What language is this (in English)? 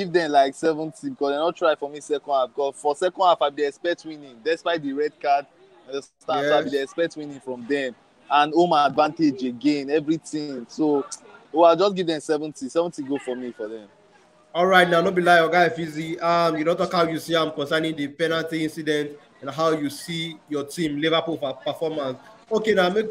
Nigerian Pidgin